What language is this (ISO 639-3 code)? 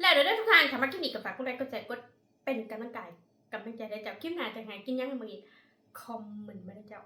tts